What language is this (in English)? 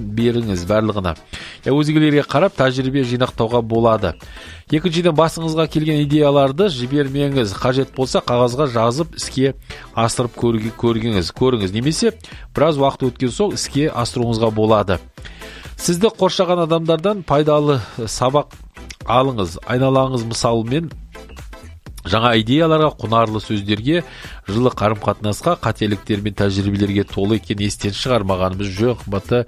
Kazakh